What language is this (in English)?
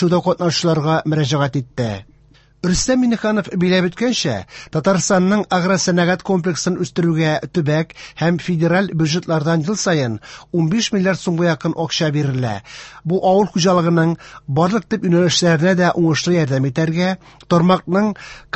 Tatar